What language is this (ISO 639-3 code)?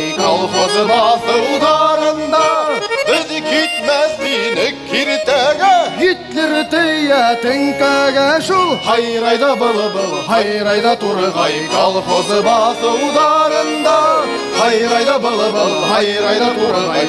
bak